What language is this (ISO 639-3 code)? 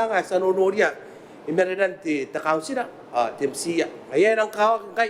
gil